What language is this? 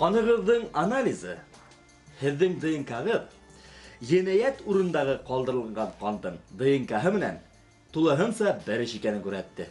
Bashkir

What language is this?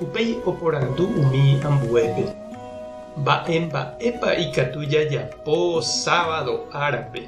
Guarani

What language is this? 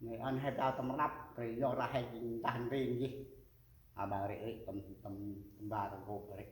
Central Mnong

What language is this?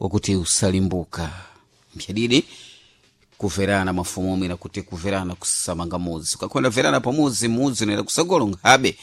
Sena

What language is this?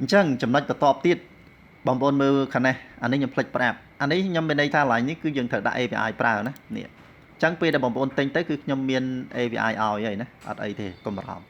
Khmer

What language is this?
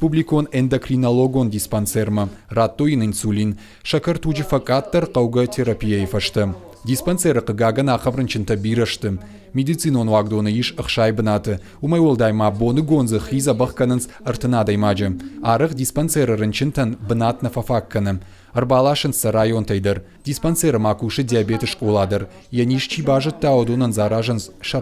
Ossetic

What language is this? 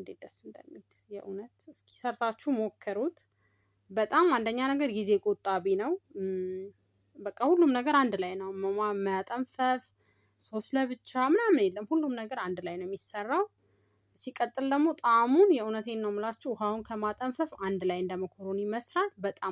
Amharic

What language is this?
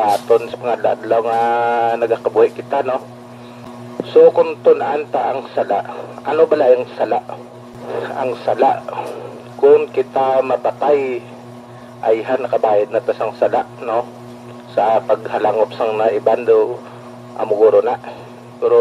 Hiligaynon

